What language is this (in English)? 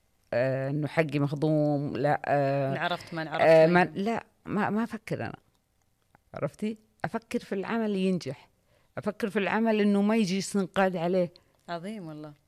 Najdi Arabic